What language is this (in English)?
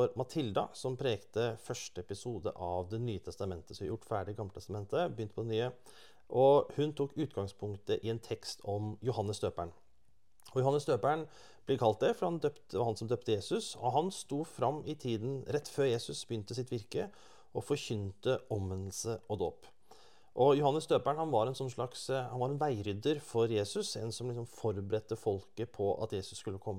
Norwegian